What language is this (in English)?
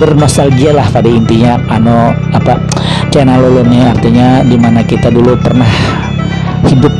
Banjar